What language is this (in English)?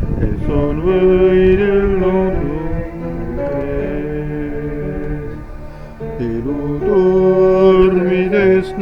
Estonian